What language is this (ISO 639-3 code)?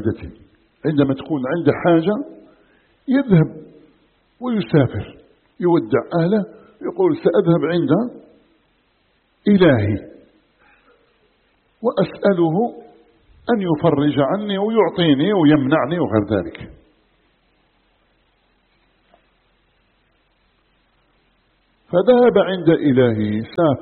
ara